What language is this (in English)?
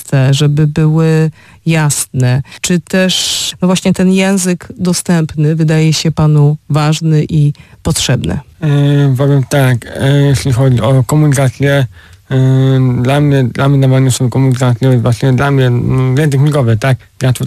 Polish